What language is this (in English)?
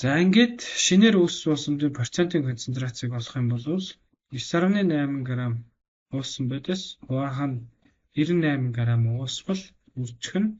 Mongolian